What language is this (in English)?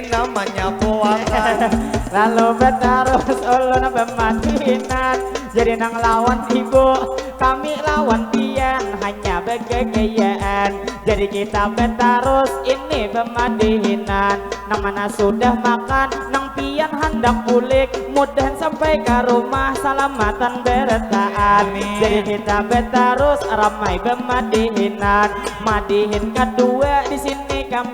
Banjar